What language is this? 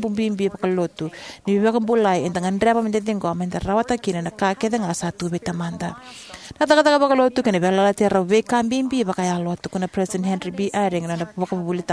Fijian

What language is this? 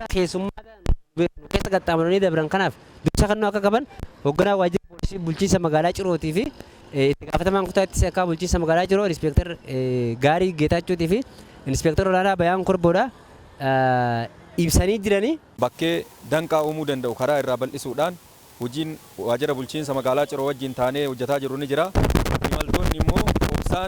Oromo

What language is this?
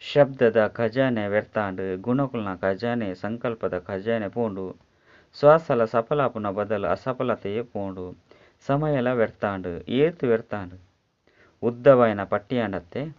Tulu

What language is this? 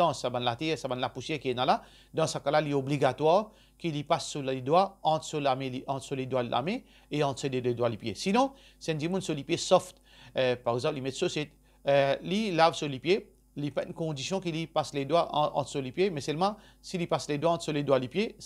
Morisyen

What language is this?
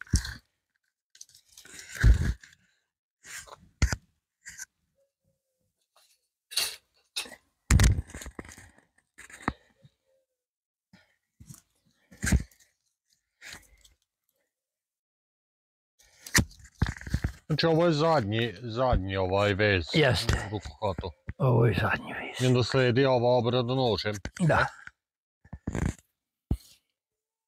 Croatian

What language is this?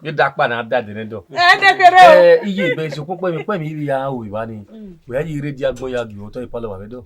Bini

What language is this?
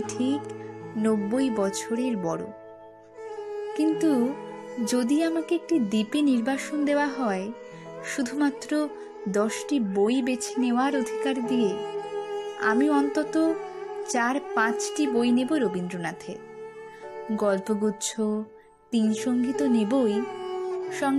Bangla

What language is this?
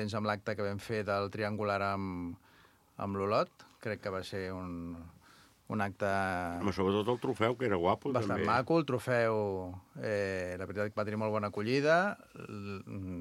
Catalan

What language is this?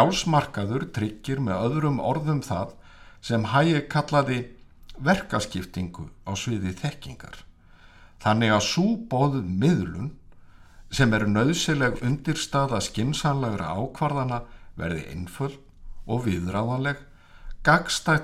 Icelandic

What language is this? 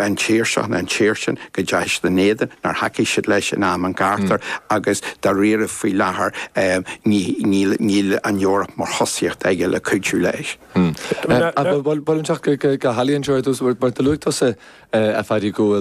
Irish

